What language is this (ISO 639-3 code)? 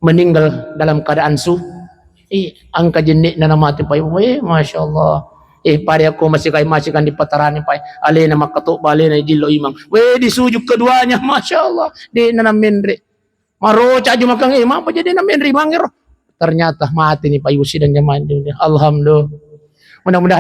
bug